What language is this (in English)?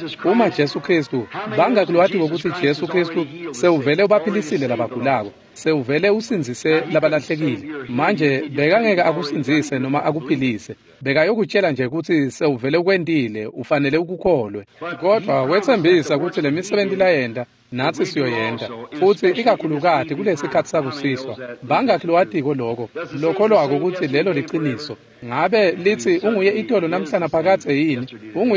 Swati